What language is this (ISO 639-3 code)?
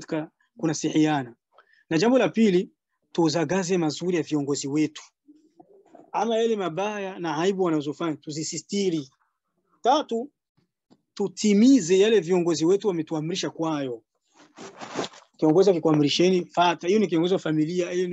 swa